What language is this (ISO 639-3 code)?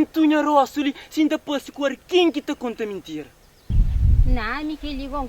kea